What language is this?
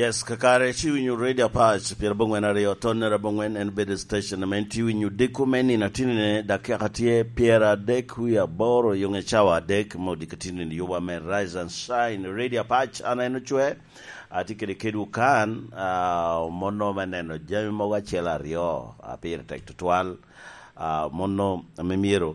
Lango (Uganda)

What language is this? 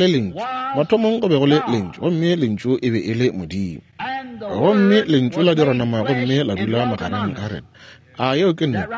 Northern Sotho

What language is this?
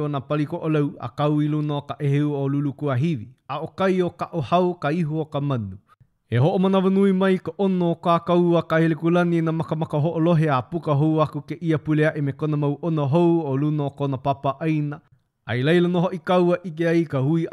Hawaiian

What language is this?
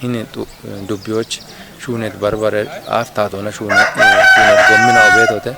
Kafa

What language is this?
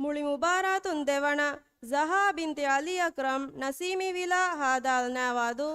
Divehi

